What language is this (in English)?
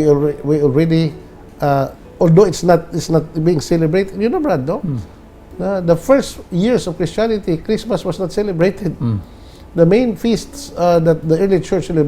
Cebuano